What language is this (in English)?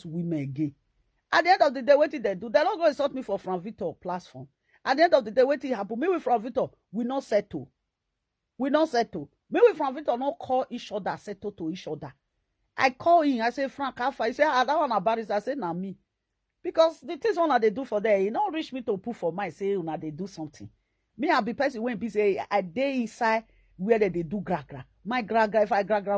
Nigerian Pidgin